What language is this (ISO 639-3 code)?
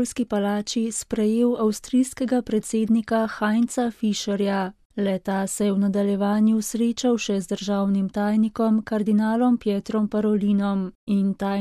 slv